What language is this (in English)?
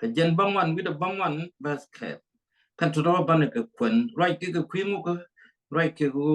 Nuer